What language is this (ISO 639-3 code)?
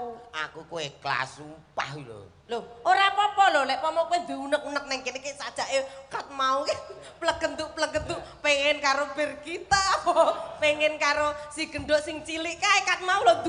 jav